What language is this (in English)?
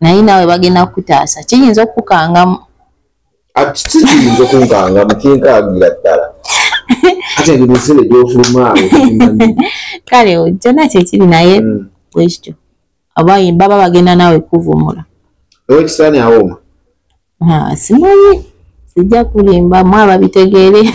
Ganda